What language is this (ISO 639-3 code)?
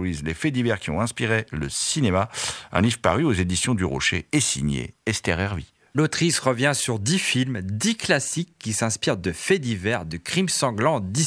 fra